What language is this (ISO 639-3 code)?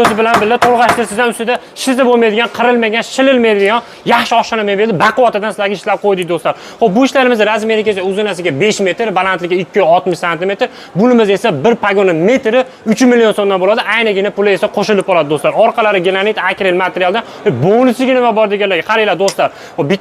uzb